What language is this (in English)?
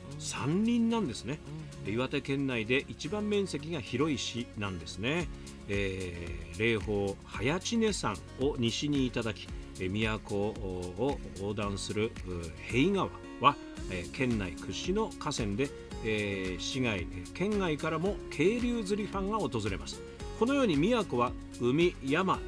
Japanese